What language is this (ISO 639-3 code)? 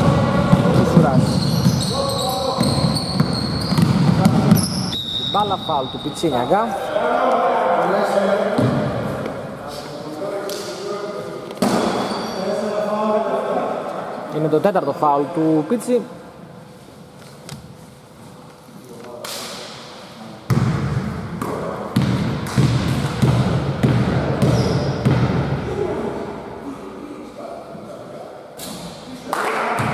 ell